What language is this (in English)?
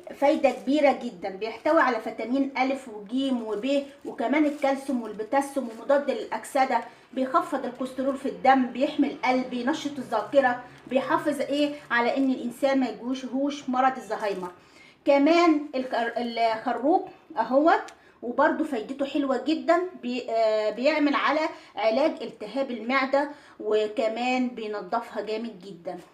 Egyptian Arabic